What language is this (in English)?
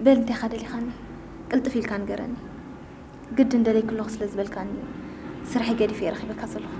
Tigrinya